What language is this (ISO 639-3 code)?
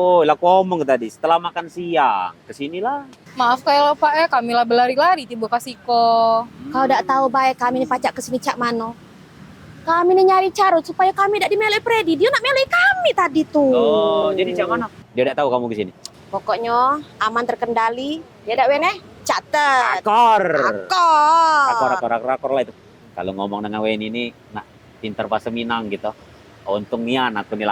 mui